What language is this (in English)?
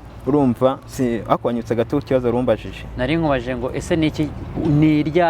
Kinyarwanda